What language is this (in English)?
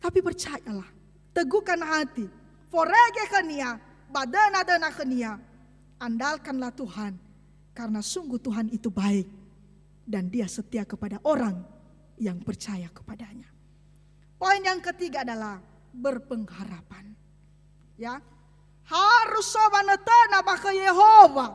Nias